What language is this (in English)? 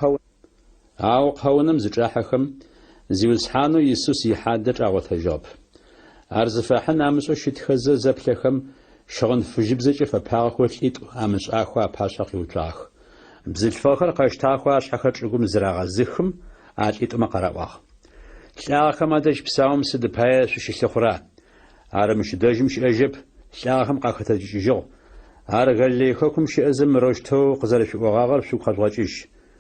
Adyghe